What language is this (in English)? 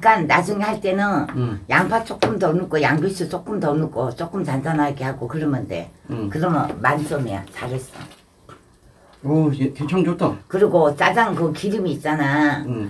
Korean